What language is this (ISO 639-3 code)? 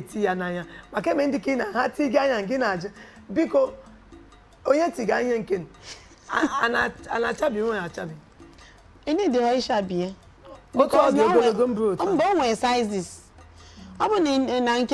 ibo